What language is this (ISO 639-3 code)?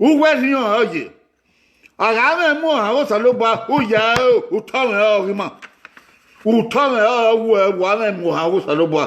bin